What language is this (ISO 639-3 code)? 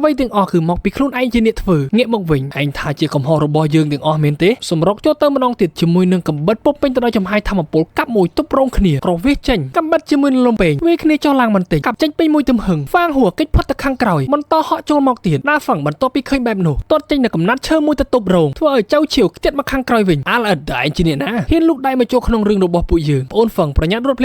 khm